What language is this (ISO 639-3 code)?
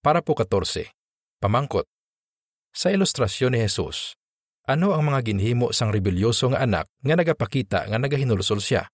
hil